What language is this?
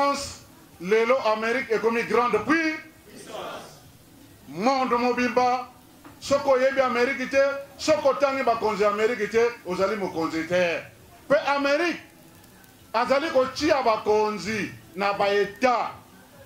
Lingala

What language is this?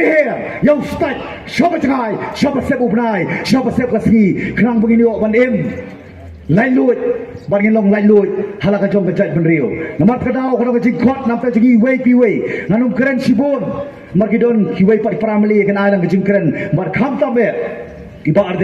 Khasi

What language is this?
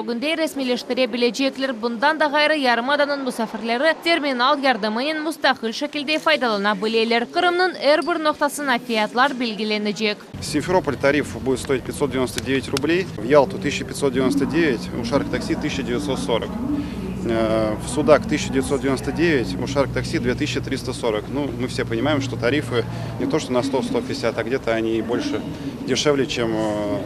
Crimean Tatar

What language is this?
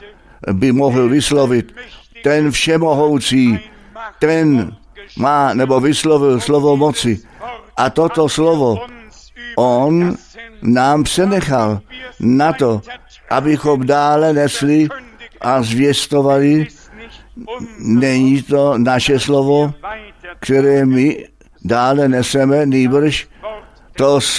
Czech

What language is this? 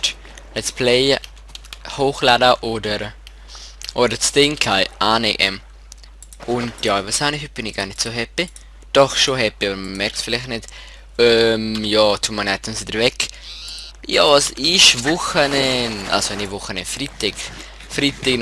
Swiss German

